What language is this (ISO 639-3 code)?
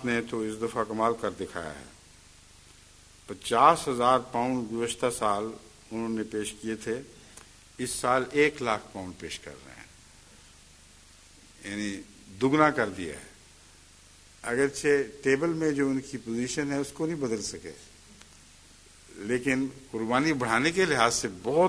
urd